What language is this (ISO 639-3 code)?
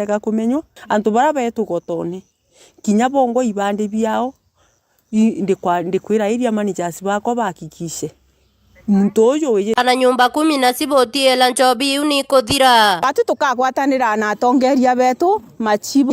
mer